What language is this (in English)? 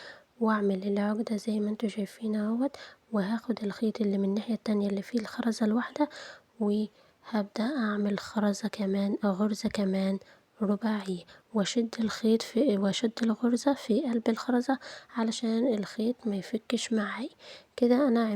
Egyptian Arabic